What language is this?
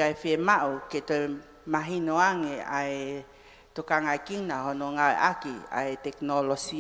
Tongan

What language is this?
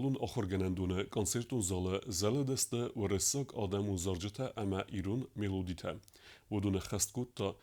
Ossetic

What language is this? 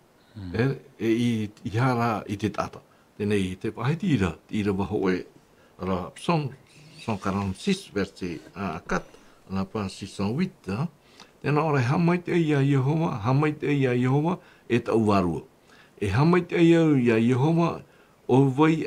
Tahitian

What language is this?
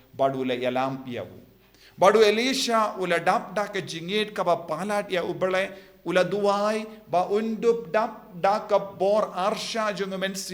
Khasi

